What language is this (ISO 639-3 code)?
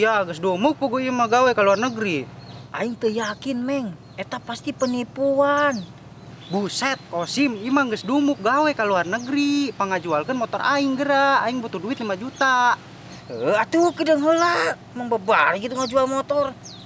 sun